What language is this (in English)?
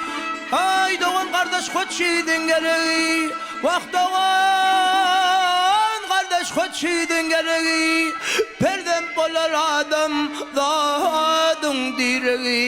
Turkmen